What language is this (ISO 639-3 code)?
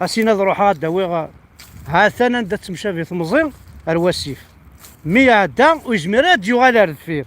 kab